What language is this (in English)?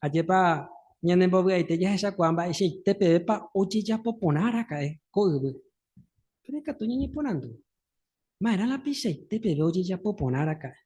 Guarani